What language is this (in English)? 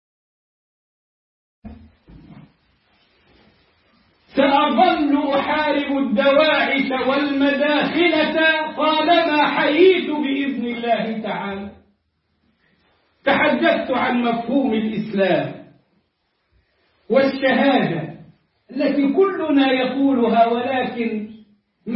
Arabic